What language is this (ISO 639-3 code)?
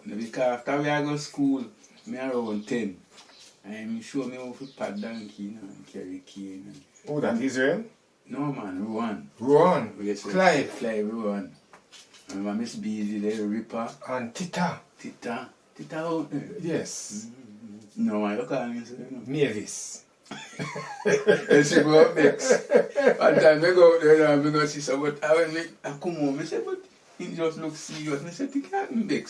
jam